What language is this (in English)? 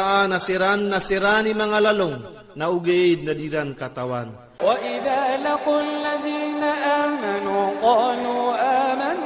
Iranun (Philippines)